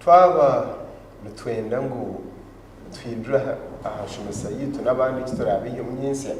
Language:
Nyankole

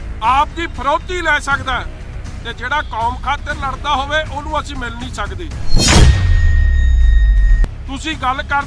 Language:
Punjabi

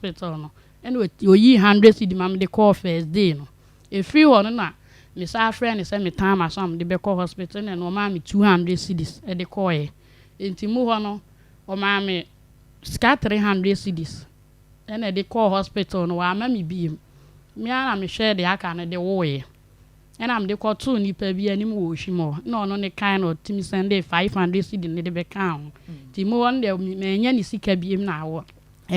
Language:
Akan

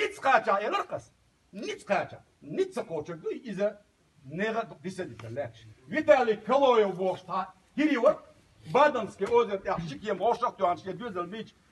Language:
Chechen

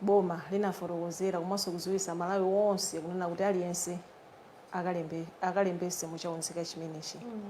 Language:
Nyanja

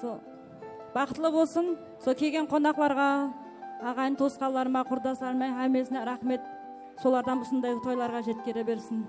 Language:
Kara-Kalpak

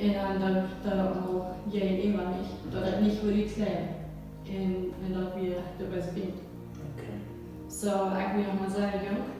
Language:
Plautdietsch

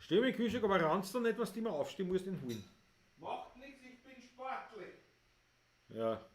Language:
Bavarian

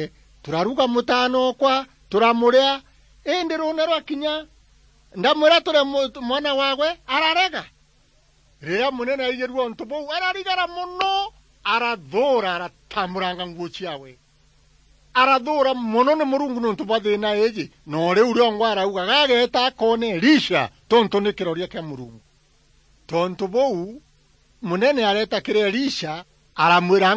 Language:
Meru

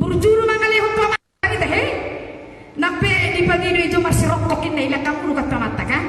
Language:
Batak Toba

